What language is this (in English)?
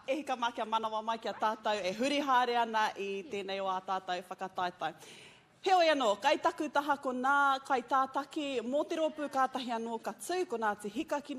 Māori